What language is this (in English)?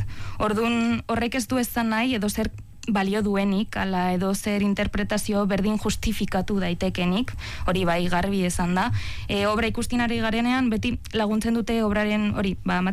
Basque